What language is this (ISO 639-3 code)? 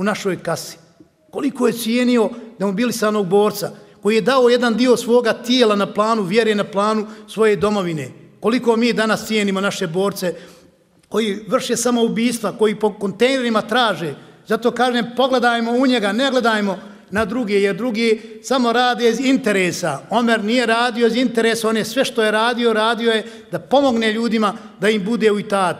bos